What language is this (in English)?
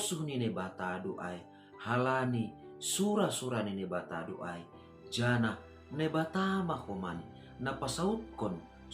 Batak Simalungun